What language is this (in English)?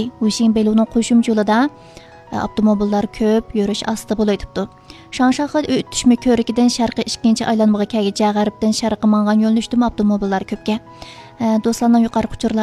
Uyghur